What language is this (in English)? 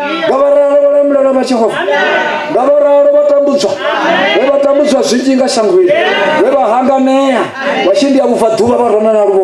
Venda